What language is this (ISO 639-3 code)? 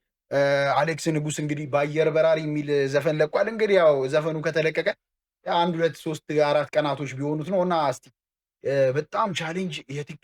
amh